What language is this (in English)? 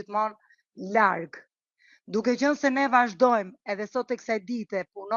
Albanian